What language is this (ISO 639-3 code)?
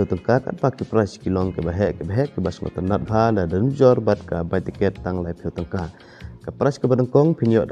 kha